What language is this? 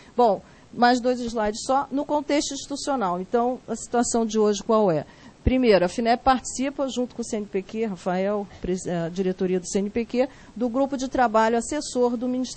Portuguese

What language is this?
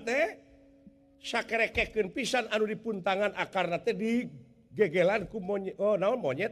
Sundanese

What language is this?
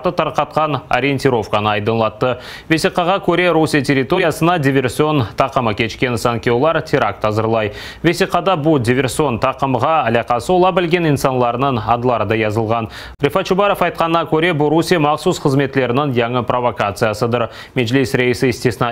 Crimean Tatar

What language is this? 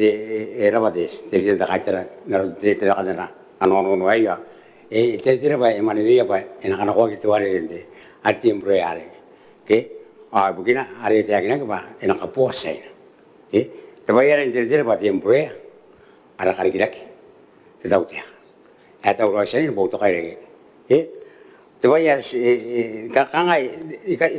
Gilbertese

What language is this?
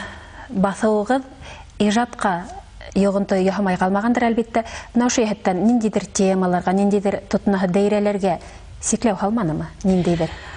Bashkir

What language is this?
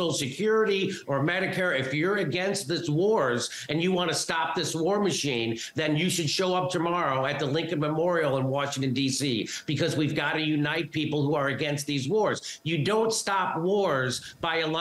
English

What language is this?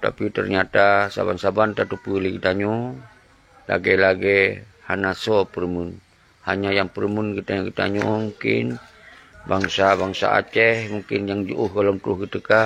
Achinese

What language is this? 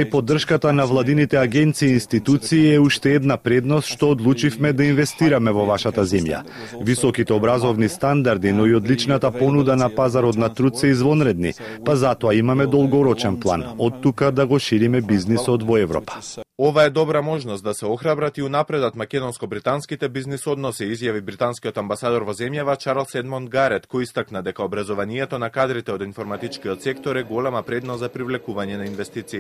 Macedonian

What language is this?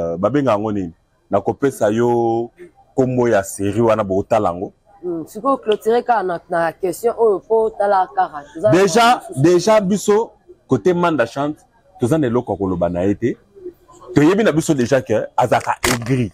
Lingala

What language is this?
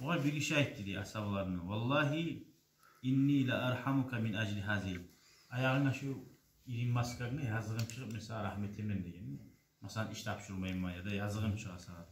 Kumyk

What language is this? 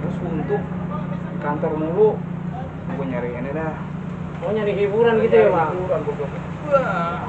Betawi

